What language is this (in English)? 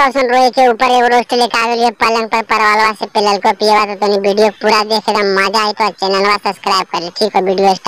Magahi